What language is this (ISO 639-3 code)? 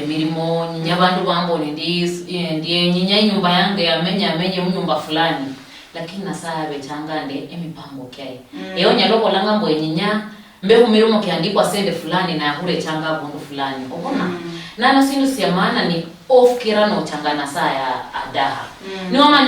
luy